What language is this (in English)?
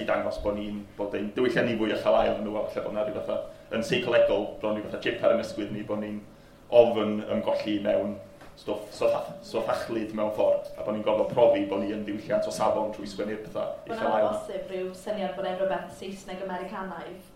Welsh